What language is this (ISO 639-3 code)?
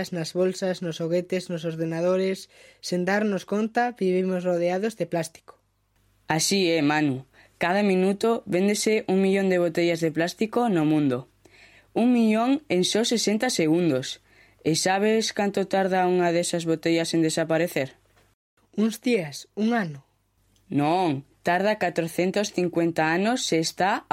glg